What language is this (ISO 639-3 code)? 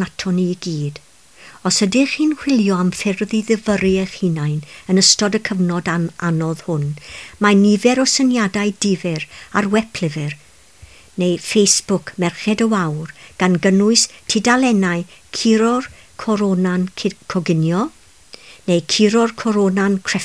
cym